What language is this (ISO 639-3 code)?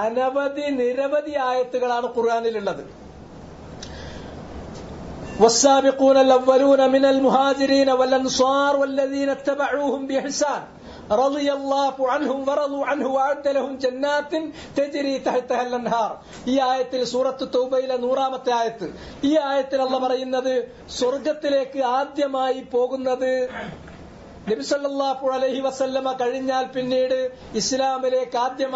mal